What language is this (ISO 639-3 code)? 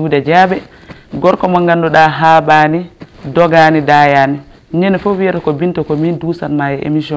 ful